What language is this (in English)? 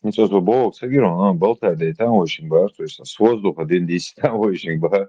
Chechen